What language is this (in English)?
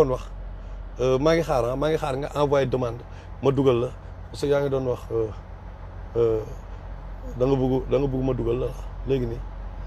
Wolof